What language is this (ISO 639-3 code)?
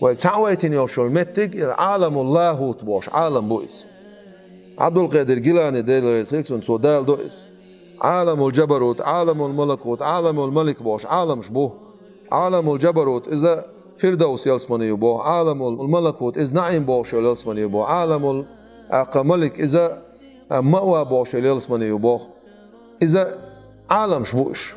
che